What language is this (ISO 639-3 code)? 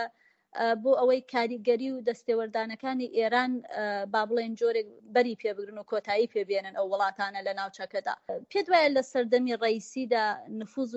ckb